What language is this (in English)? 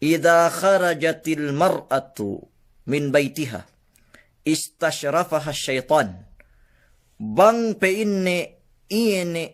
Yakan